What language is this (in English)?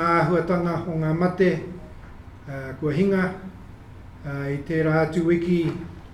Māori